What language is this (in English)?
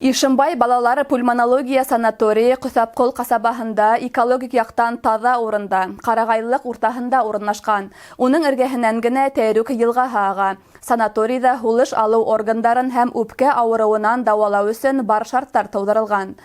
Bashkir